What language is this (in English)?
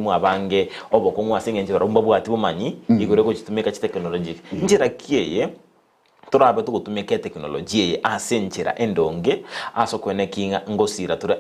Gusii